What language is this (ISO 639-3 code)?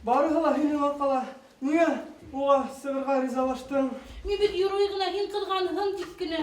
bak